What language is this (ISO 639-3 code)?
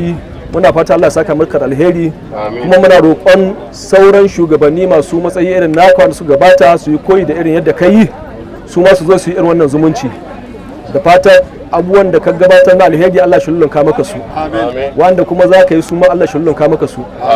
hau